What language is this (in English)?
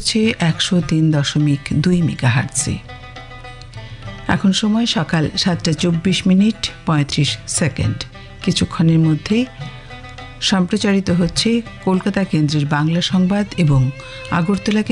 Bangla